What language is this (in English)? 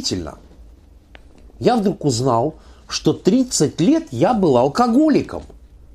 Russian